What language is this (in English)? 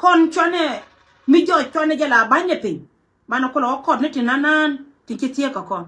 Nuer